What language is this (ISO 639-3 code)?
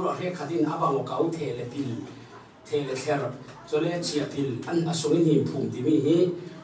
cfm